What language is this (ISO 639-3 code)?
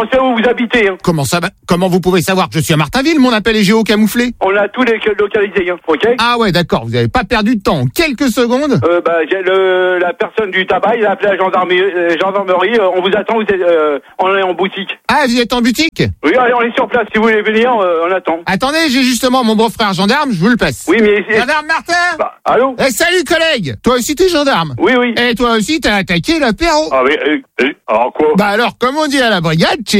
fra